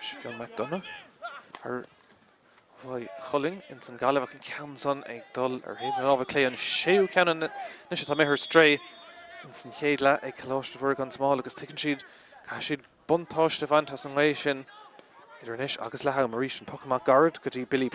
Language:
Irish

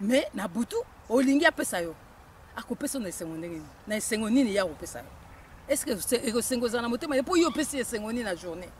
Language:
Lingala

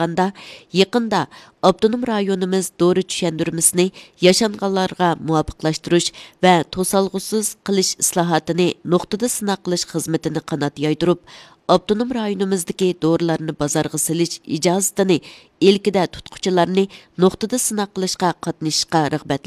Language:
Uyghur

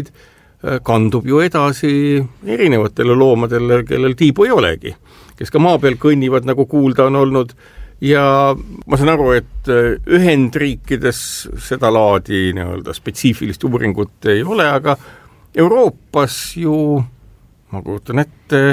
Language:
Estonian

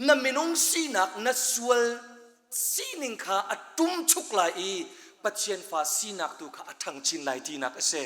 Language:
Hakha Chin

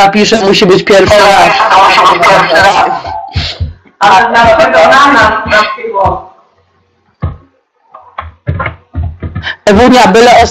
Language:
Polish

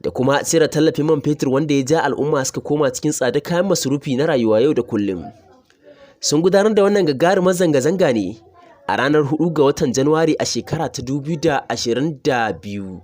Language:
Hausa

